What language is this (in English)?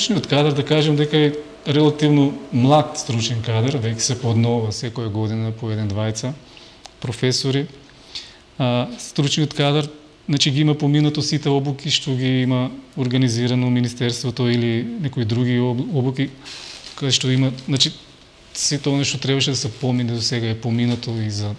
Macedonian